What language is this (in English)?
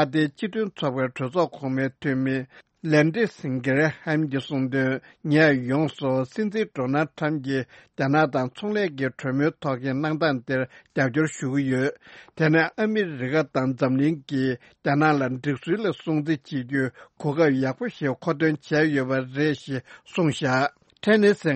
Tibetan